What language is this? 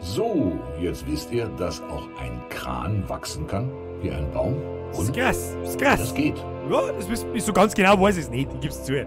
Bavarian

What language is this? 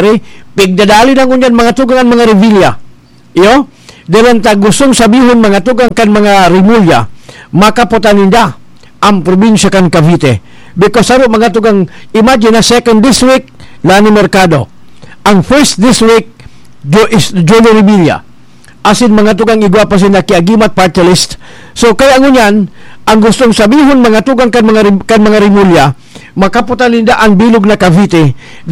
Bikol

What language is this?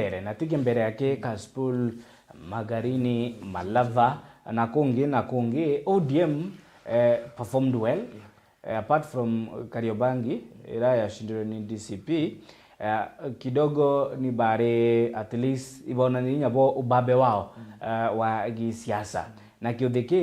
Meru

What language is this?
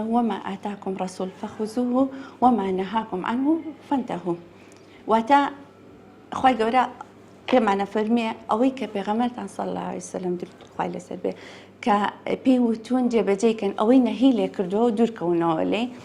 Central Kurdish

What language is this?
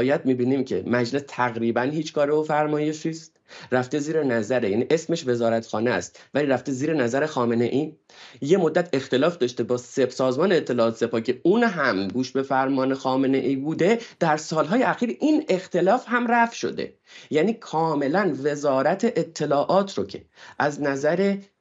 Persian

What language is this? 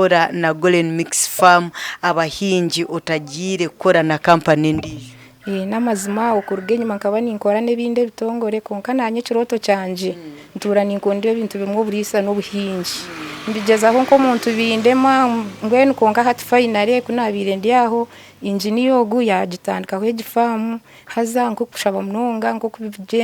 Nyankole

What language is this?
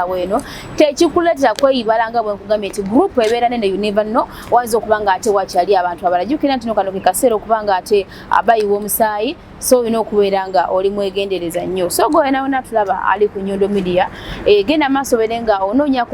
Ganda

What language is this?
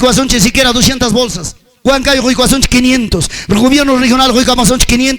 Ayacucho Quechua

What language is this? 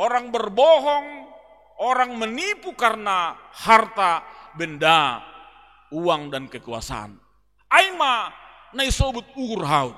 Batak Simalungun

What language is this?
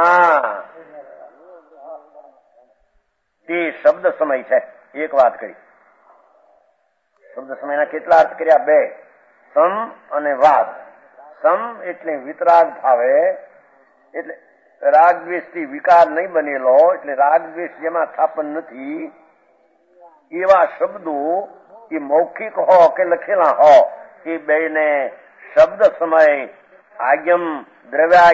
Gujarati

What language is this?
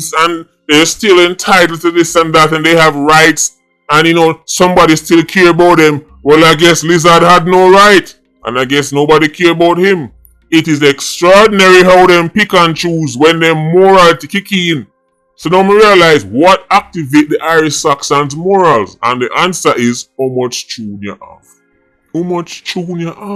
Jamaican Creole English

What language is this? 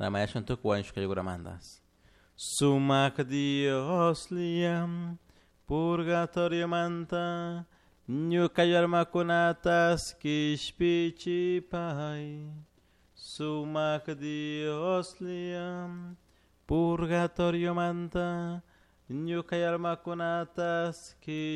Chimborazo Highland Quichua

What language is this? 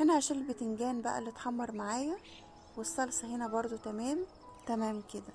Egyptian Arabic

